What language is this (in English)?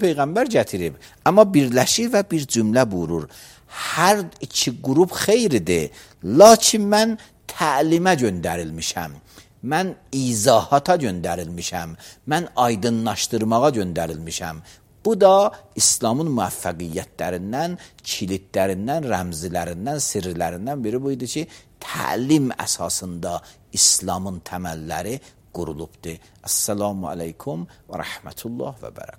Azerbaijani